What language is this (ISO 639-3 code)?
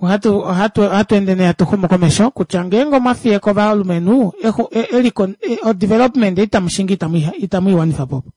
kua